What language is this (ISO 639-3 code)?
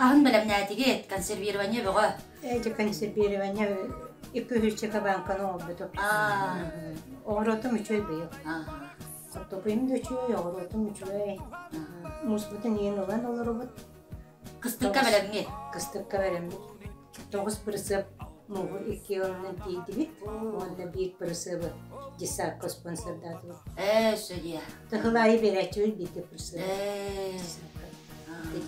sah